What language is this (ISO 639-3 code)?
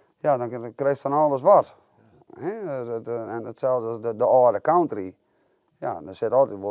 fry